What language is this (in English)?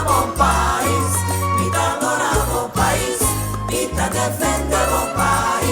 Papiamento